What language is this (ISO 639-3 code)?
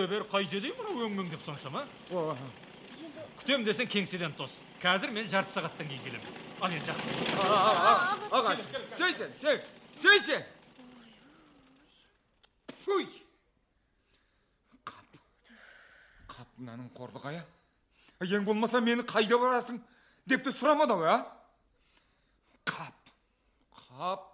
kaz